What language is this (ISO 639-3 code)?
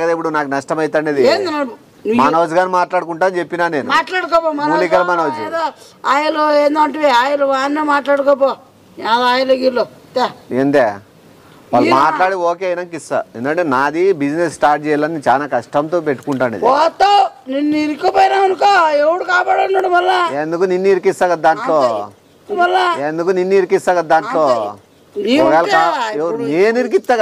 tel